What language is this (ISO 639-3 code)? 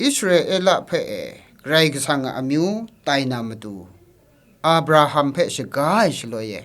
kac